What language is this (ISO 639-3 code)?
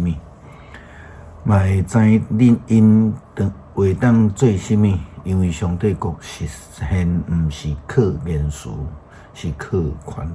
nan